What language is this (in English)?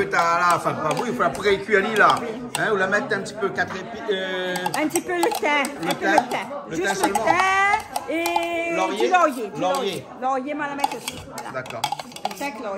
Réunion Creole French